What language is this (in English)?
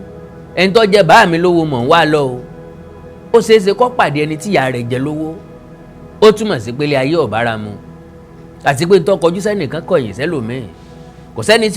Yoruba